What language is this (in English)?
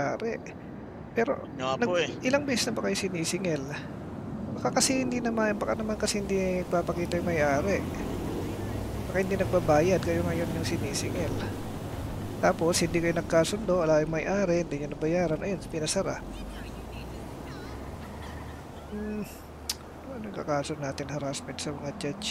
Filipino